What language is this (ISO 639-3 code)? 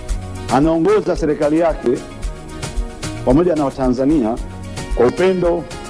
swa